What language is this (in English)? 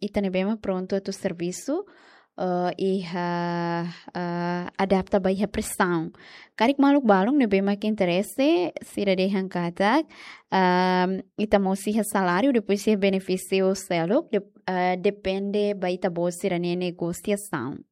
Tetum